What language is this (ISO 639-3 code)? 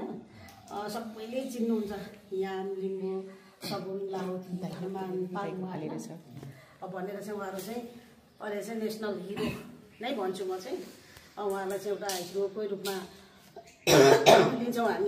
nep